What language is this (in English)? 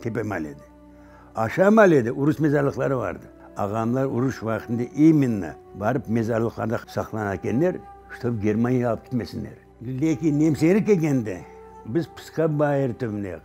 Crimean Tatar